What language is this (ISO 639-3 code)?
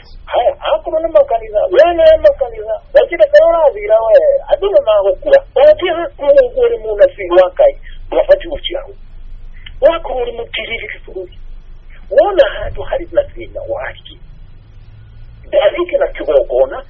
kik